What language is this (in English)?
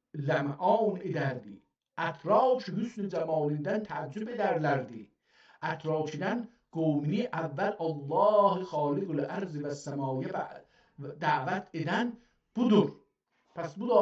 South Azerbaijani